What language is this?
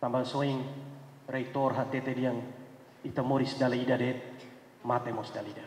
Tetum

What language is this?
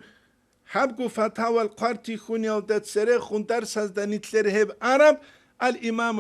Avaric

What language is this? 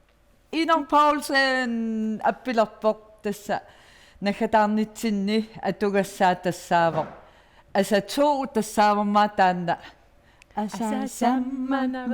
Kalaallisut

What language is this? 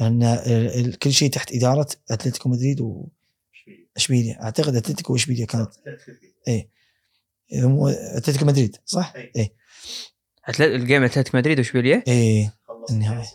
Gulf Arabic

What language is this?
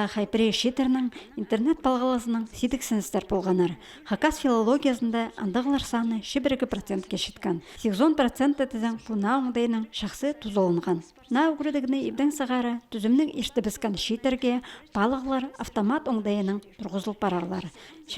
Khakas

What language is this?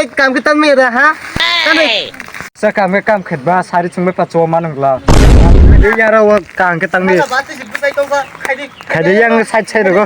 Kok Borok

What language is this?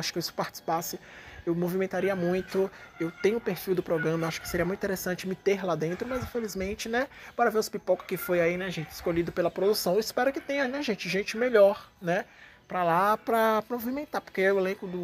Portuguese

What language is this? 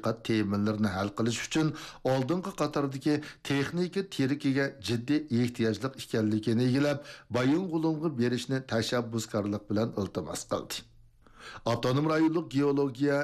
Uyghur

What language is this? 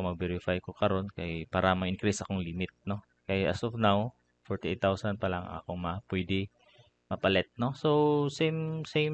Cebuano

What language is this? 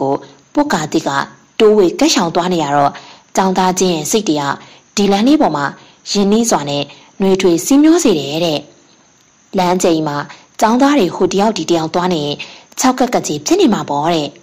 Burmese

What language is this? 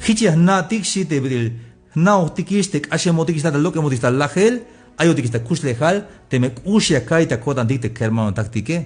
Tzeltal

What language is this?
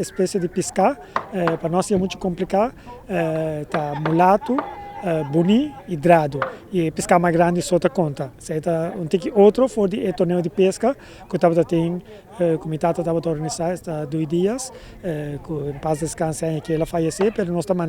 Papiamento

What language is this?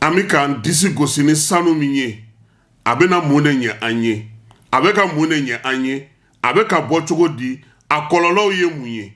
Bambara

